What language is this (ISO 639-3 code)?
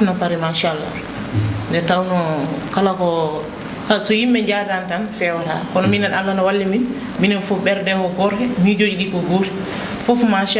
ful